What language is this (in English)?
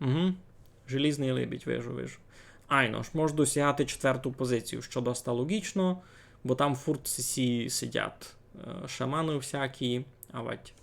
Rusyn